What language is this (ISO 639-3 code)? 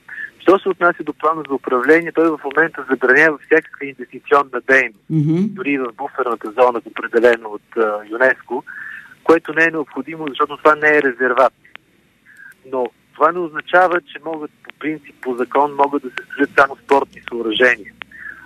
bul